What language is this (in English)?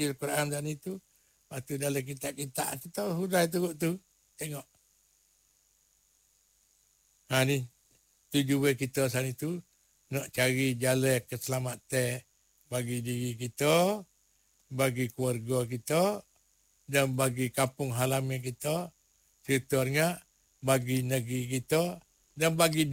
Malay